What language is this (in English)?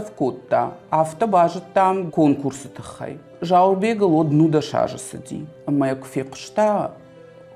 Ossetic